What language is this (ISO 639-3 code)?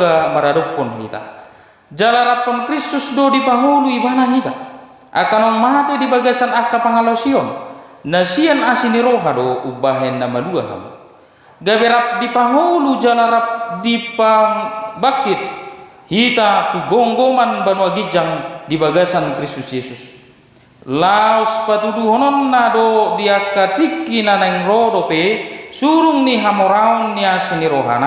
bbc